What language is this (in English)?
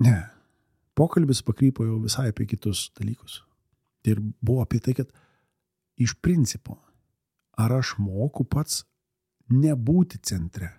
Lithuanian